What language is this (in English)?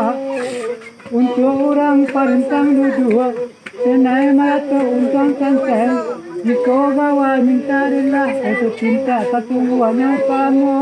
Minangkabau